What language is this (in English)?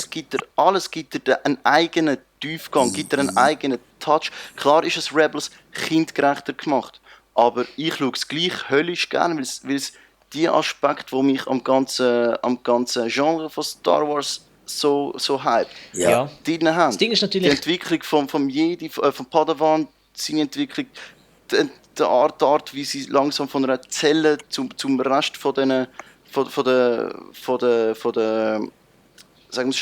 Swiss German